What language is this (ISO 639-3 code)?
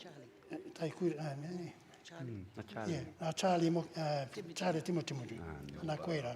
mri